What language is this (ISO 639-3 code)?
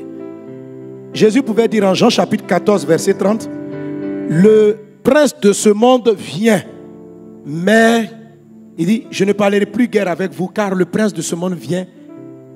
fra